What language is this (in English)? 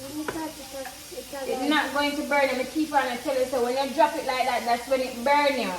Jamaican Creole English